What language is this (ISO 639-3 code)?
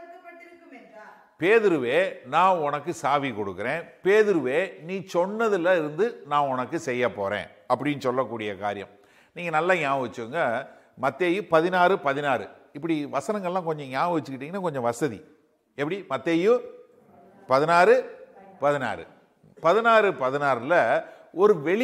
tam